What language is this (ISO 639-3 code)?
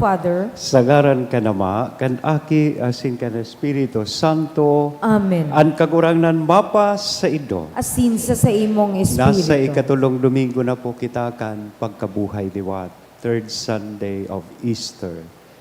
bik